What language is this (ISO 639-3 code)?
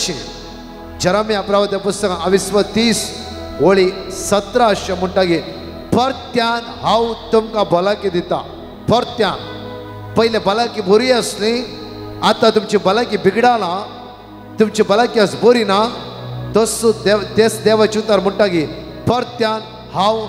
kok